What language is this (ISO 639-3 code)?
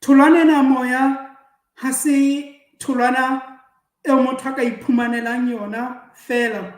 sot